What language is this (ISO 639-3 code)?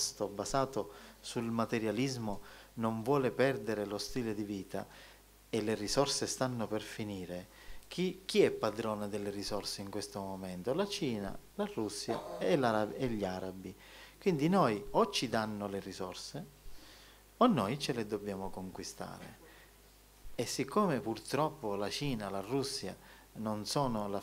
ita